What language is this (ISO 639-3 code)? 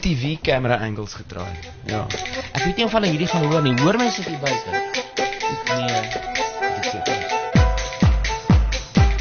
afr